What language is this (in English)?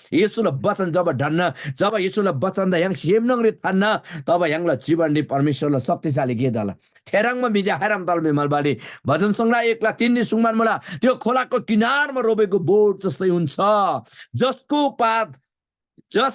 Eastern Tamang